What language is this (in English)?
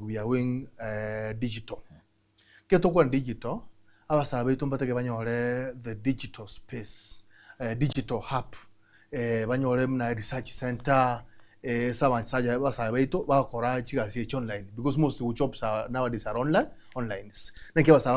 Gusii